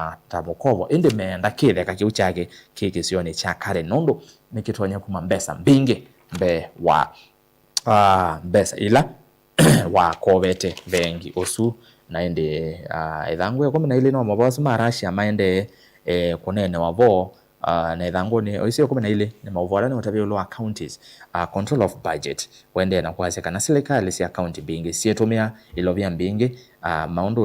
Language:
Kamba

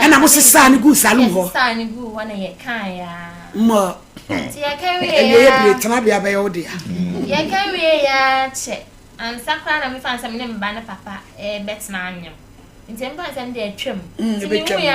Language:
Akan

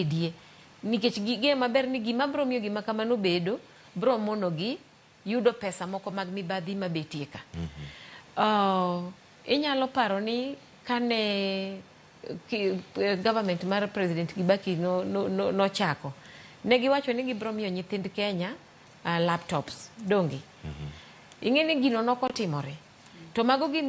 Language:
Luo (Kenya and Tanzania)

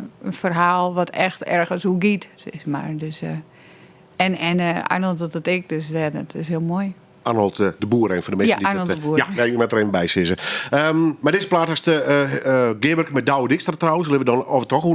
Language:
Western Frisian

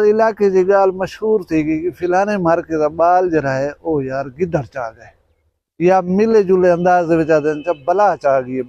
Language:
Saraiki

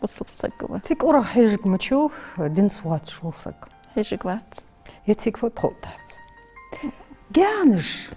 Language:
Ingush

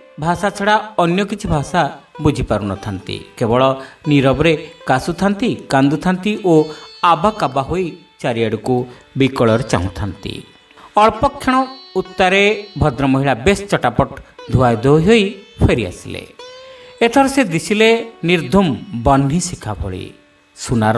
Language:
Odia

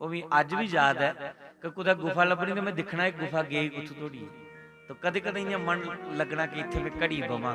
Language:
Dogri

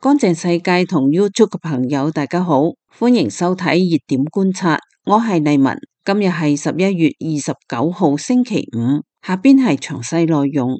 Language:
Cantonese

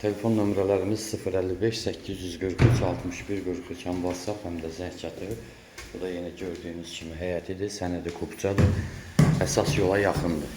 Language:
Azerbaijani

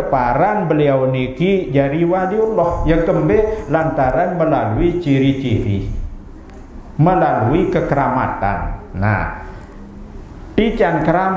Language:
Sasak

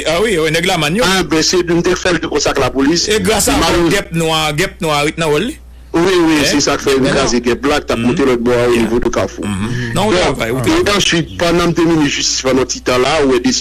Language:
Haitian Creole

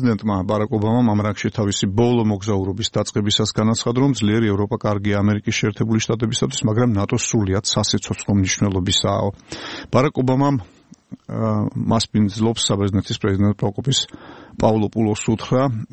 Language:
Georgian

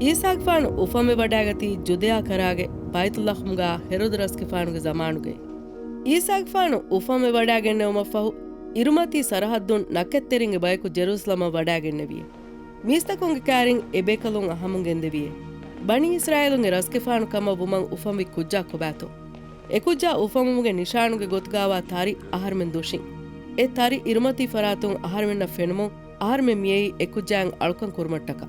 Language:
Divehi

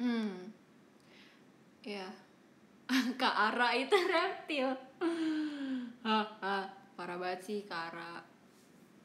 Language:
Indonesian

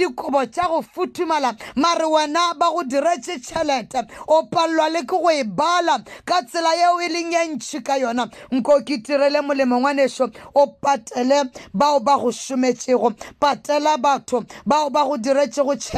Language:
Northern Sotho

